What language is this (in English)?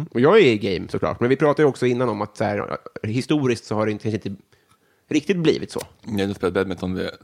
Swedish